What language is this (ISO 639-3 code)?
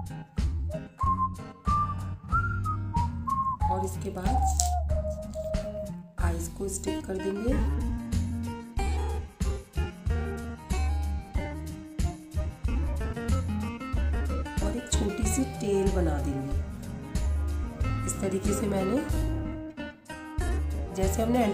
hin